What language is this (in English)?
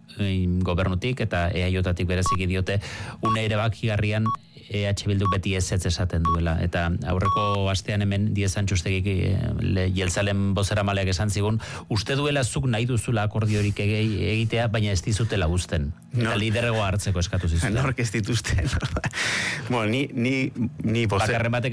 Basque